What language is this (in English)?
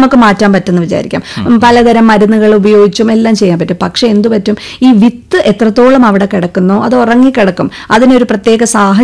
Malayalam